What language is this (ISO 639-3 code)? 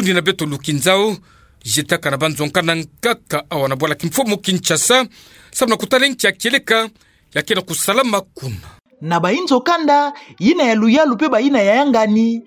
ktu